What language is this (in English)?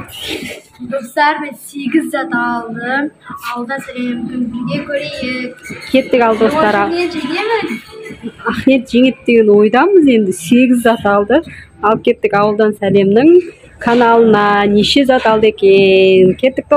Kazakh